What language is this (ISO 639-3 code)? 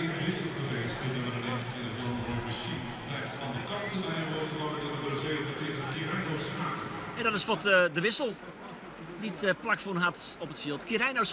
fry